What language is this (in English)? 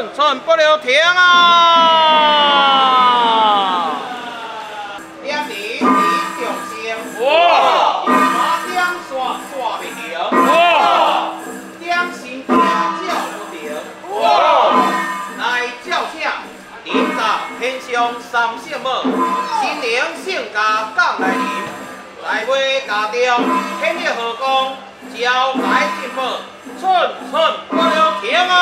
Min Nan Chinese